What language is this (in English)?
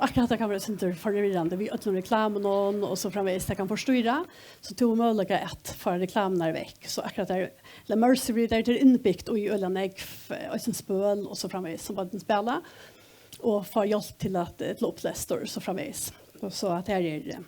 Faroese